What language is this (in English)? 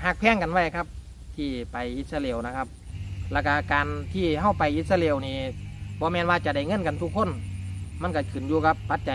Thai